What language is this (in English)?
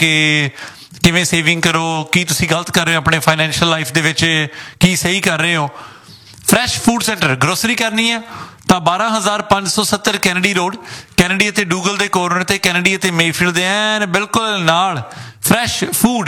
Punjabi